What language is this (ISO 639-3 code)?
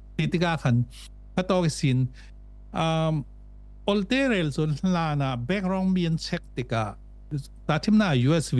cfm